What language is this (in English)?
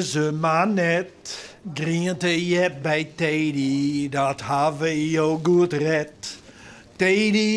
Western Frisian